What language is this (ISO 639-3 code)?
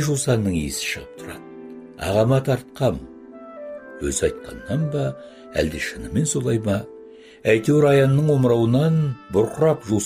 kaz